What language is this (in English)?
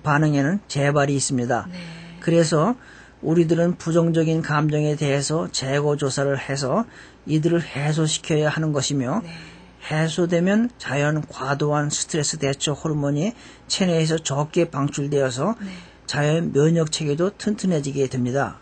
Korean